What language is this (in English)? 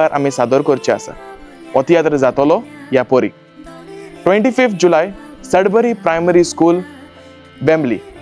Konkani